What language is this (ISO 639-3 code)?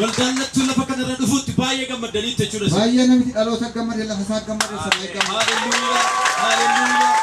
orm